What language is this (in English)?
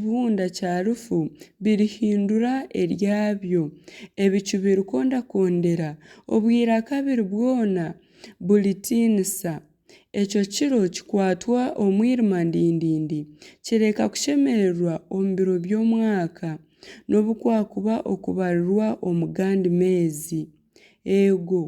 Nyankole